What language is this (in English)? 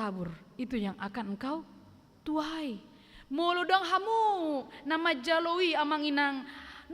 Batak Toba